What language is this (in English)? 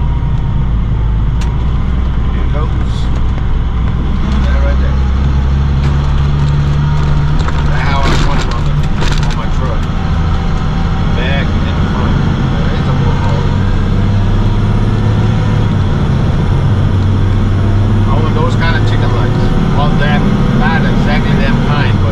English